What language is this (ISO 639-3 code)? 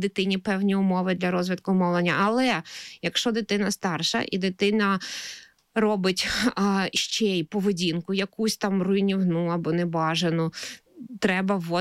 ukr